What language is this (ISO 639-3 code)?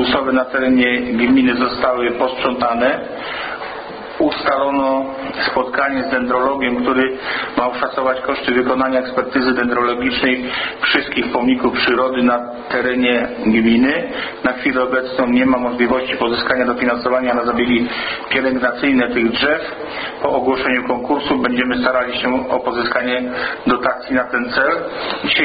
pol